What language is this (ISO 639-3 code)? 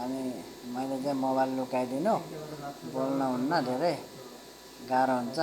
nep